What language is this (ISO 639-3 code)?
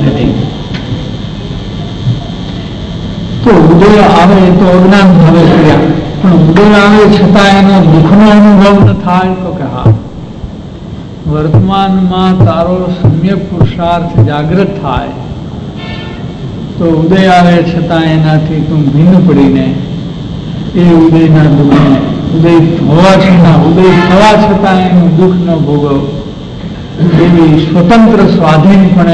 guj